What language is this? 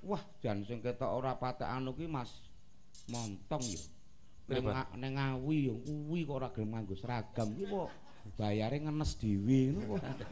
Javanese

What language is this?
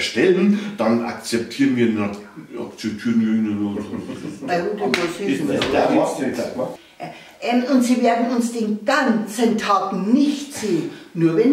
Bavarian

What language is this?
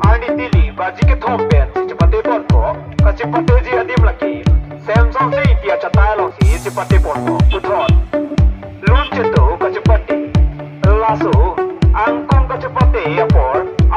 Karbi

